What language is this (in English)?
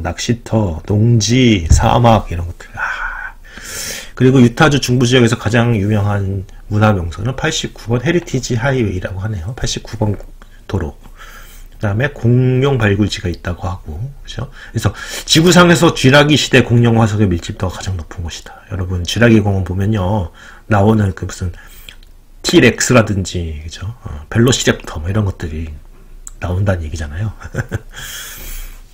Korean